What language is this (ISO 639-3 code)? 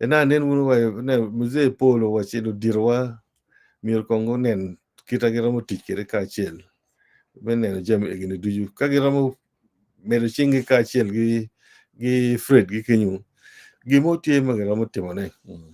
ach